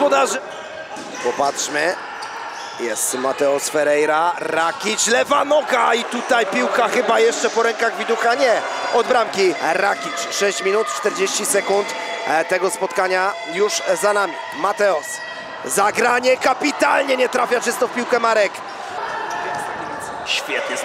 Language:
Polish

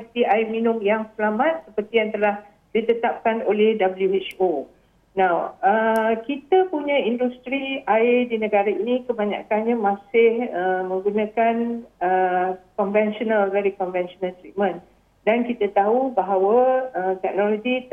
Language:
Malay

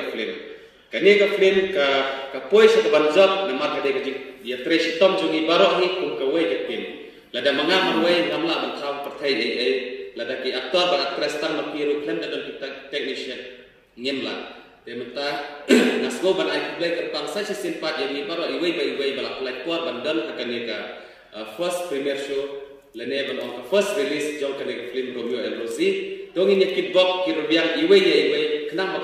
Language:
Khasi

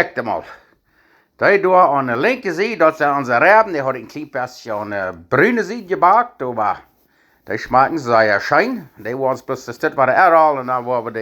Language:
Plautdietsch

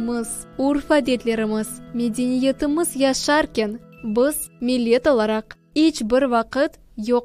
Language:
Crimean Tatar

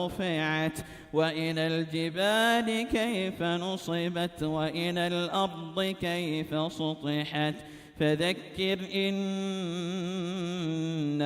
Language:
Divehi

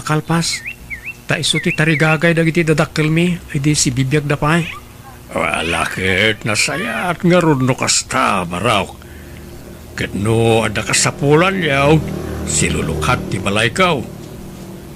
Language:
Iloko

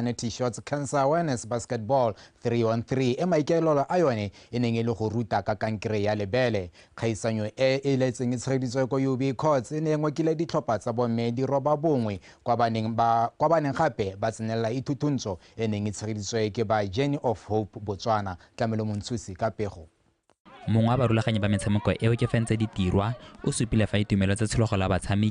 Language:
Tswana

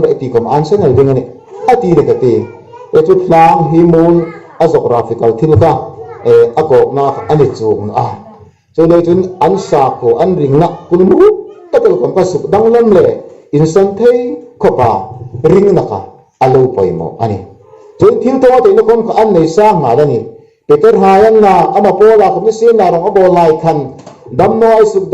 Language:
Hmar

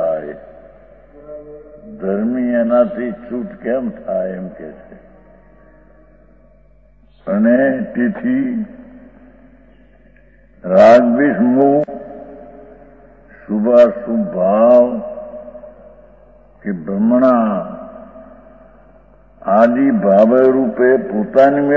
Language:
Gujarati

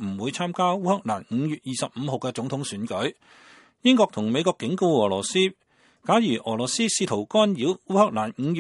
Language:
Cantonese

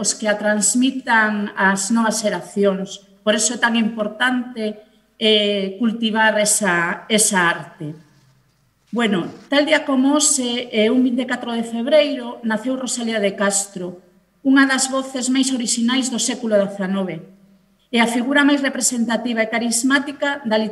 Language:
Galician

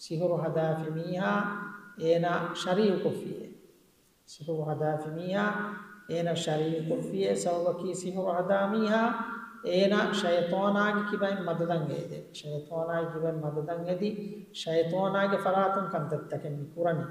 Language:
Divehi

